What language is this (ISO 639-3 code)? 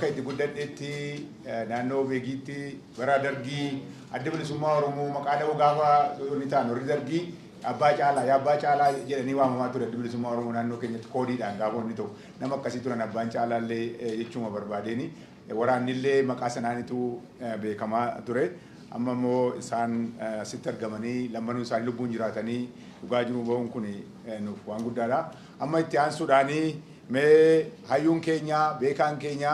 orm